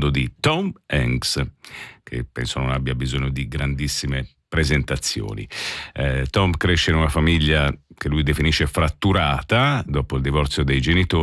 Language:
Italian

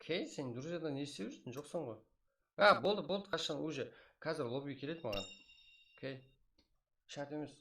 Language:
Kara-Kalpak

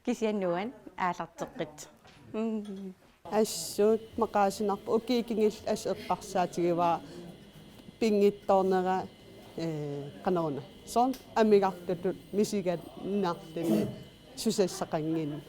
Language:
Kalaallisut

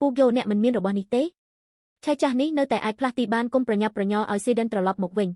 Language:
Khmer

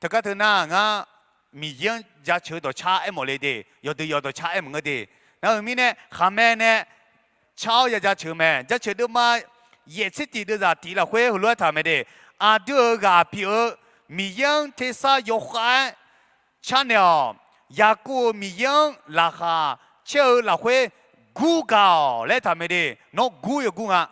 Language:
Akha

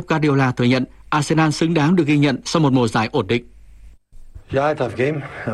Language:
Vietnamese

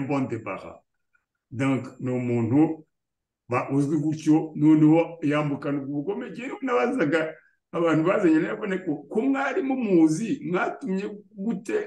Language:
Kinyarwanda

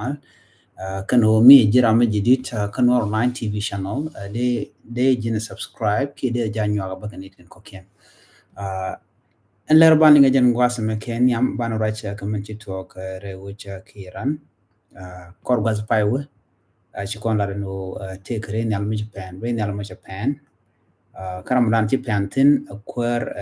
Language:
Nuer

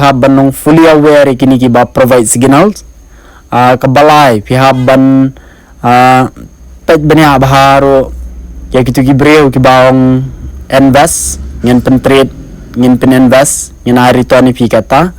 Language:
Khasi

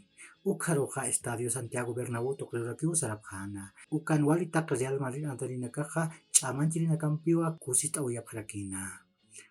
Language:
Aymara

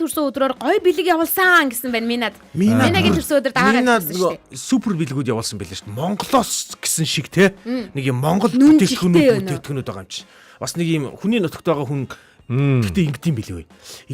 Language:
Mongolian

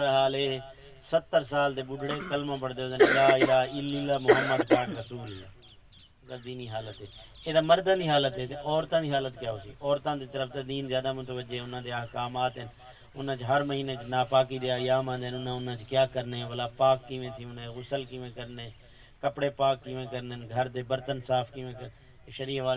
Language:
Saraiki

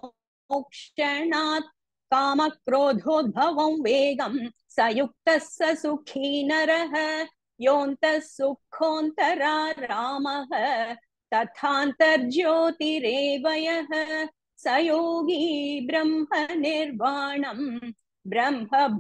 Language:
Sanskrit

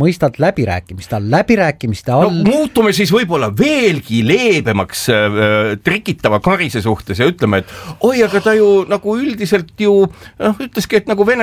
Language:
Estonian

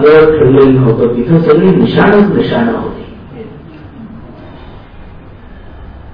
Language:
Marathi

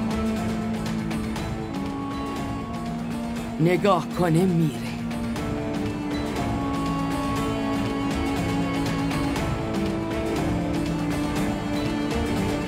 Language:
Persian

